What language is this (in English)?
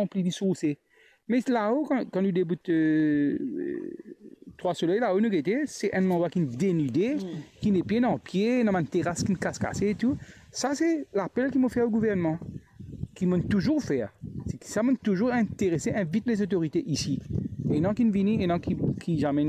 Morisyen